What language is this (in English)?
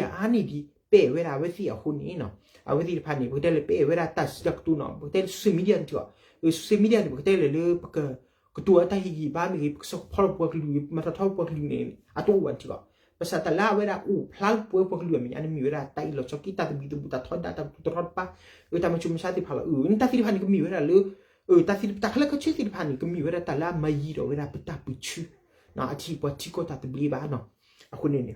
S'gaw Karen